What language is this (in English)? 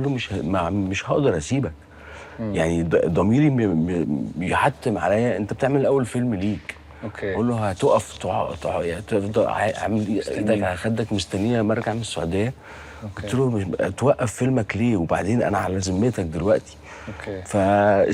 Egyptian Arabic